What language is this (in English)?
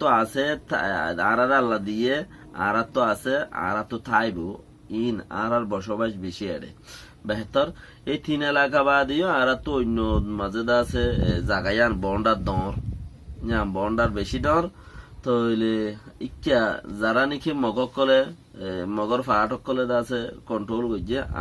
Rohingya